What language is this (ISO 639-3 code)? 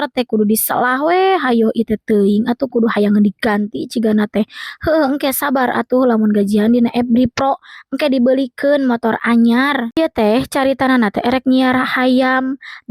sun